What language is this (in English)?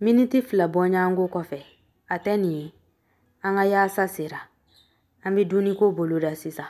Bambara